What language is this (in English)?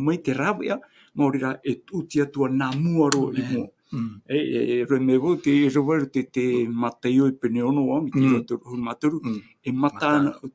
Tahitian